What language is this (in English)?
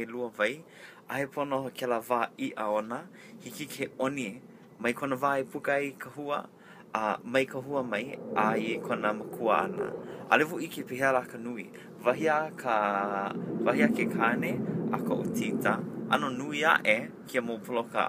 Hawaiian